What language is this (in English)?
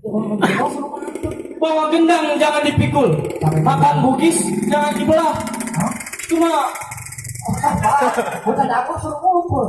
Betawi